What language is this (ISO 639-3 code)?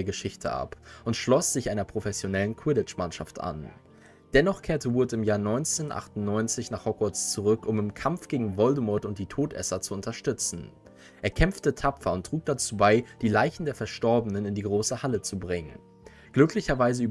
deu